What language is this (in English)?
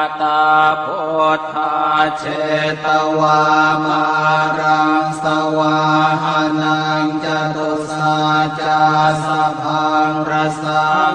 Pali